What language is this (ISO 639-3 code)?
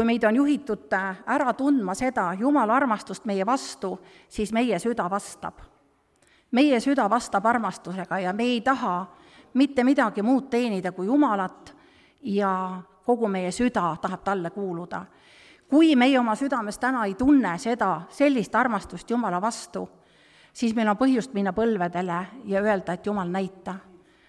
est